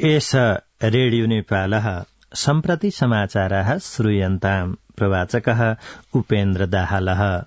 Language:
Sanskrit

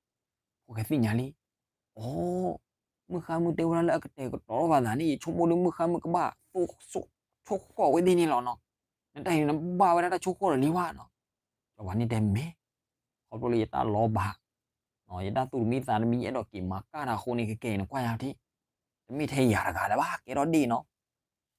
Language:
S'gaw Karen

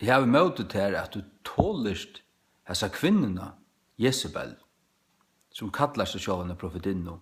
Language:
Faroese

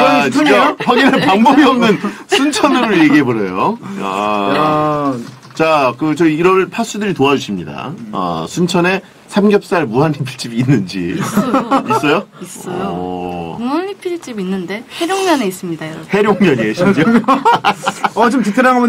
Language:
Korean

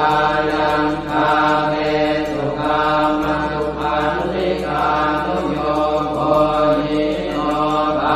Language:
Pali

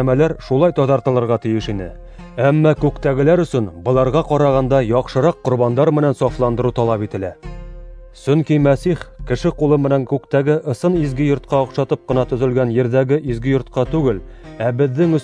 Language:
Bashkir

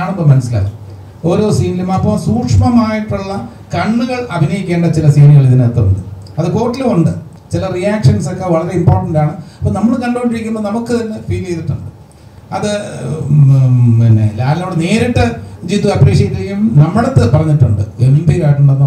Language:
Malayalam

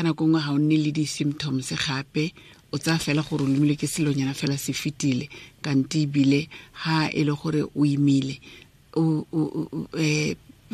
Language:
Tswana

